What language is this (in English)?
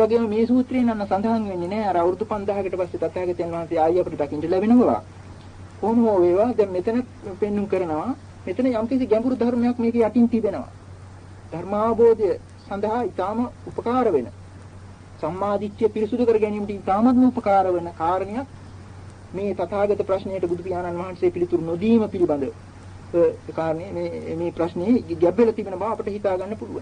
Sinhala